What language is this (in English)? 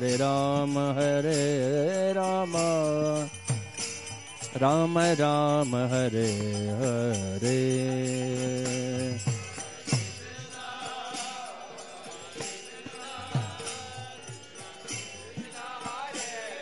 Hindi